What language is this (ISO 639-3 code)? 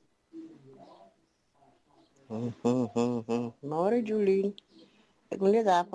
afr